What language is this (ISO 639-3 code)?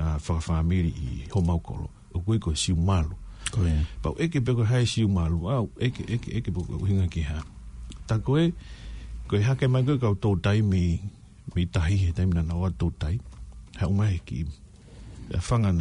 ton